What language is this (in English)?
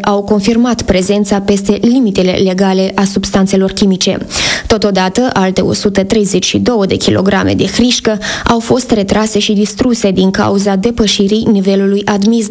Romanian